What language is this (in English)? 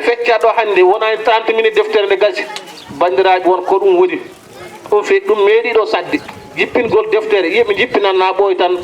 Fula